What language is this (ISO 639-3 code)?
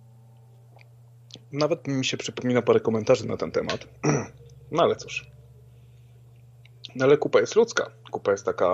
pol